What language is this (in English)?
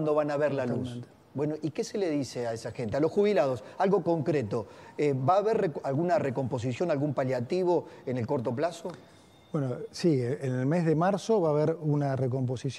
Spanish